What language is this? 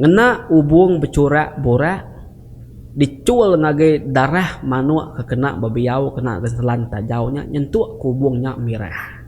Iban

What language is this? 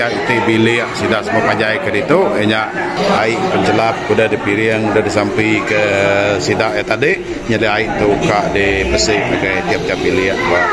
Iban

